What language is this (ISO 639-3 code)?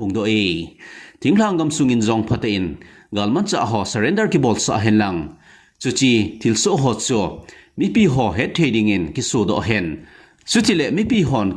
tcz